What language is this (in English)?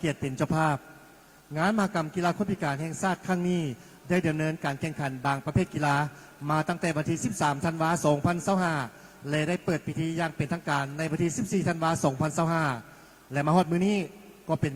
Lao